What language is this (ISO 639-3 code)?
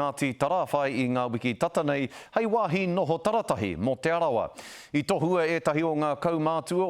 mri